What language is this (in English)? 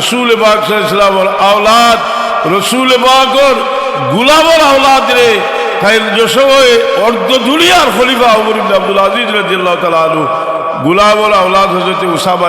Sylheti